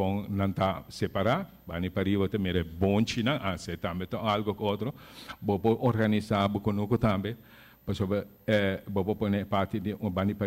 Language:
Papiamento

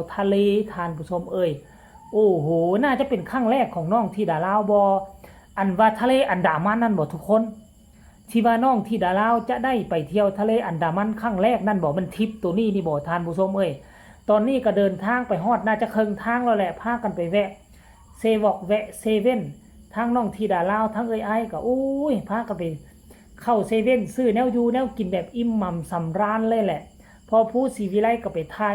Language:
Northeastern Thai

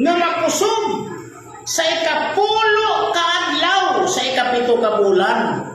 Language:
Cebuano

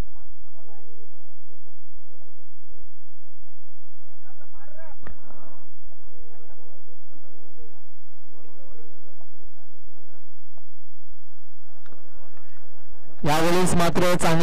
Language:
Marathi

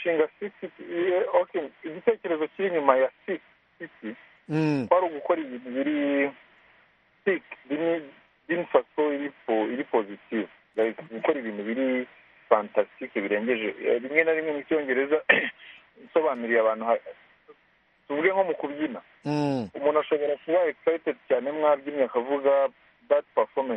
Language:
Kinyarwanda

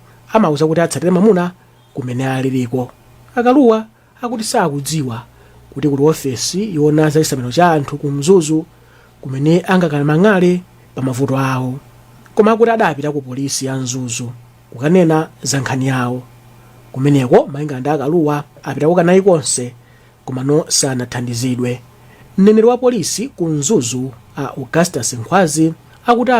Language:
Nyanja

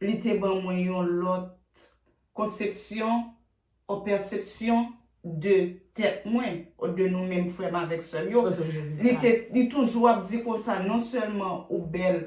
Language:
Haitian Creole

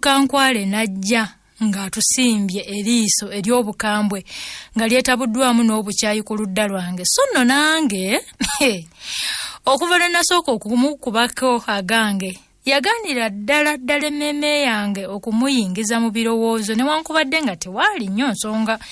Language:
Ganda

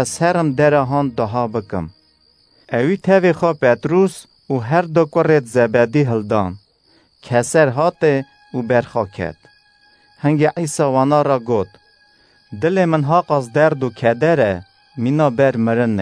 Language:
Kurdish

